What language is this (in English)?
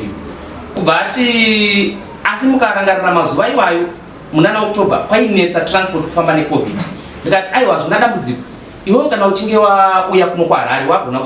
Shona